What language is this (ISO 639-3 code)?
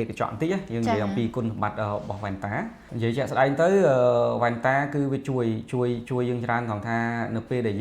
khm